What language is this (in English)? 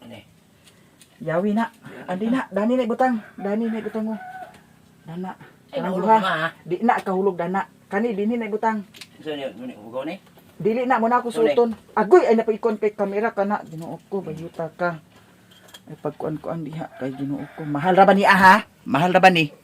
Cebuano